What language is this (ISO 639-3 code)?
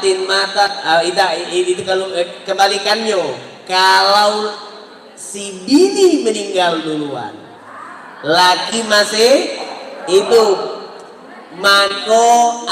mui